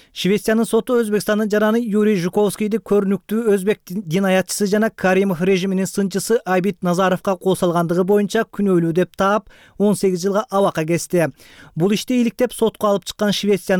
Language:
Kyrgyz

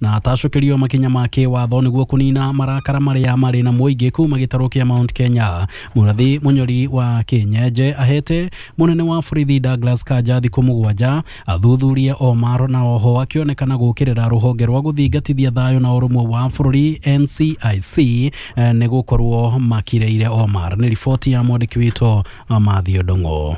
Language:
Kikuyu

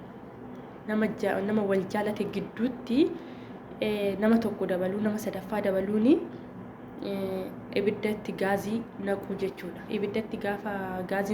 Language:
Oromo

